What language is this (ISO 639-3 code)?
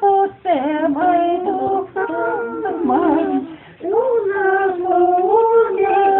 chv